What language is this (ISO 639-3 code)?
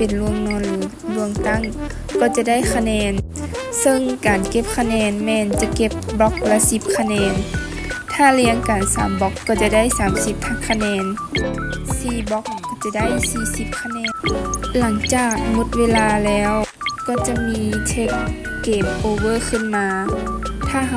lao